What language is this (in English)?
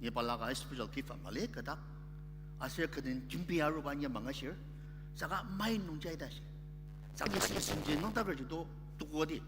Ao Naga